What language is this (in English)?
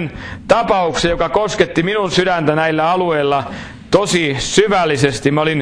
Finnish